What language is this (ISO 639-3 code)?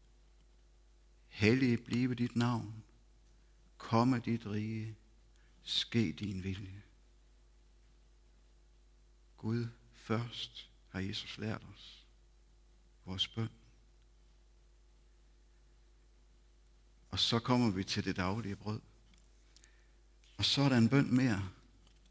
dan